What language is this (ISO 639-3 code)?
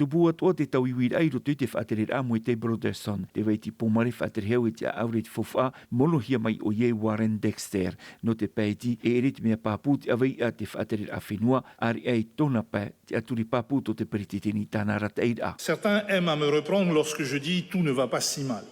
tah